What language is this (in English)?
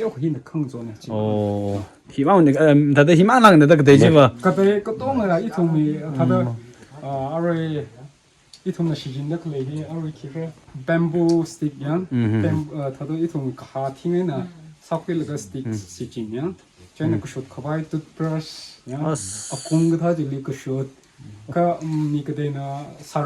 Tangkhul Naga (India)